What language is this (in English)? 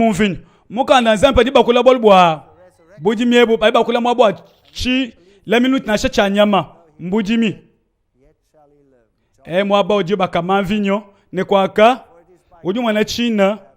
Luba-Lulua